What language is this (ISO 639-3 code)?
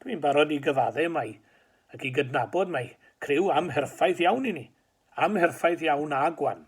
cym